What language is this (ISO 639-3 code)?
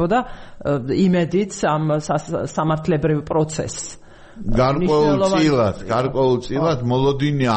kat